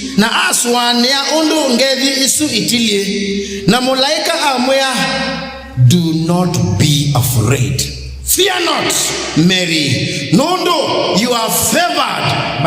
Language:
Kamba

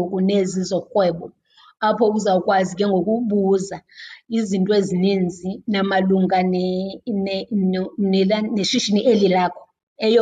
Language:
Xhosa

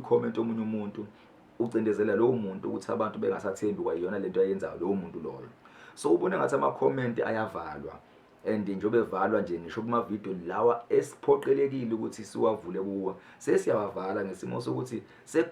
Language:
Zulu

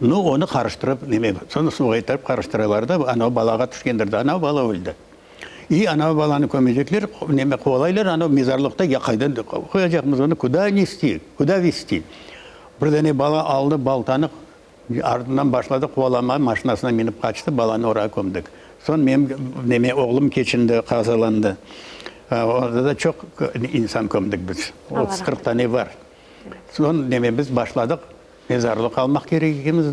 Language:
Crimean Tatar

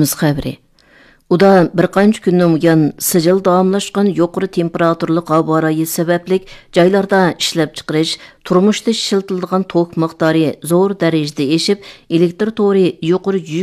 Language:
Uyghur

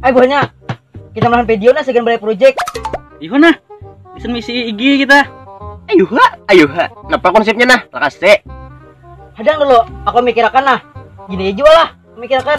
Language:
Banjar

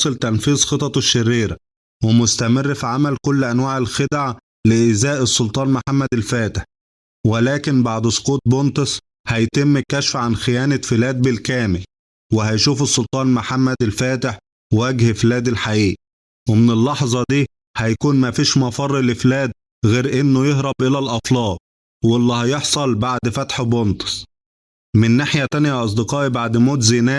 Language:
Egyptian Arabic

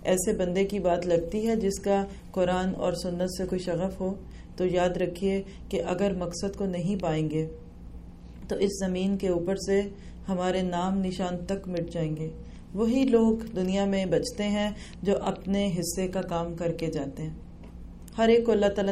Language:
Urdu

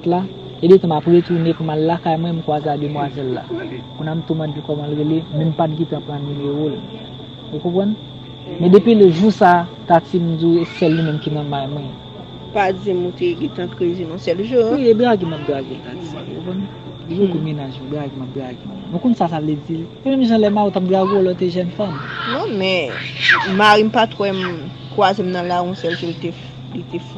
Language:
Haitian Creole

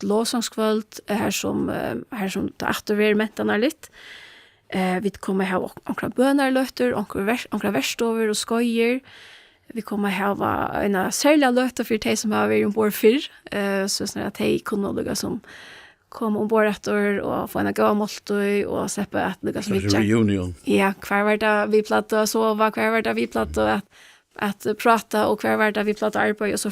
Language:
Faroese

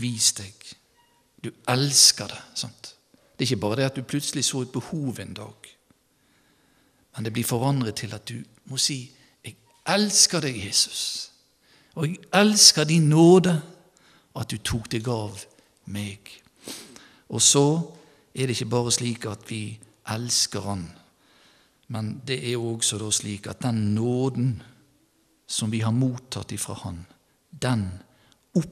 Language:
Norwegian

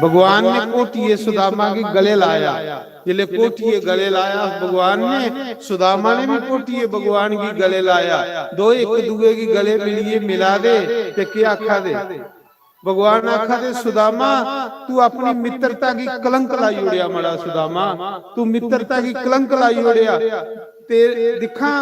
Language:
Dogri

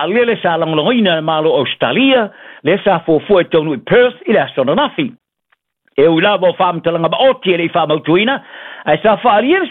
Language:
Samoan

